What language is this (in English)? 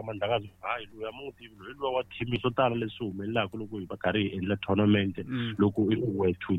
Tsonga